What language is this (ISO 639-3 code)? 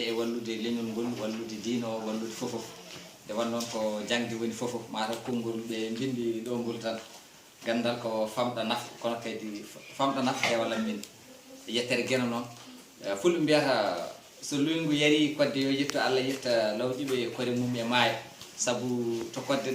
ful